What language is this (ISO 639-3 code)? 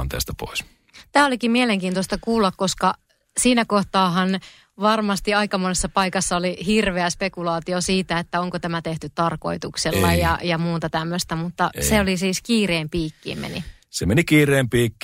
fin